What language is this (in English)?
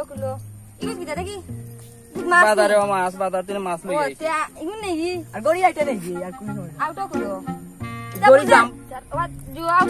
Sylheti